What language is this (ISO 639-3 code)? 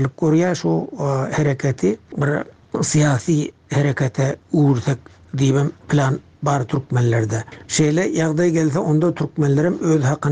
tuk